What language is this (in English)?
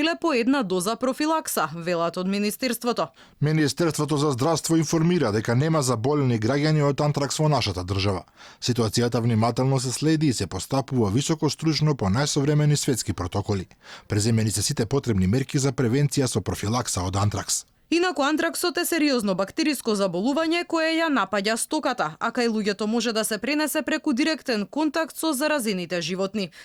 Macedonian